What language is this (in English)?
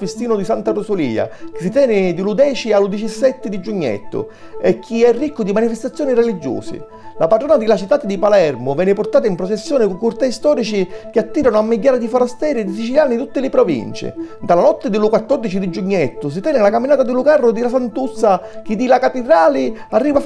Sicilian